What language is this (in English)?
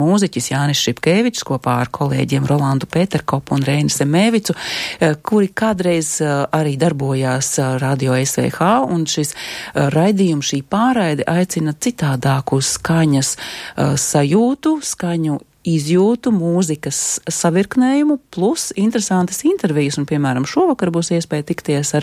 Latvian